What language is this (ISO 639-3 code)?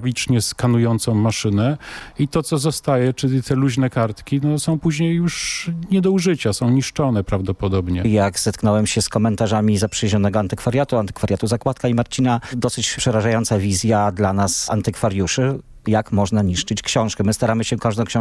pol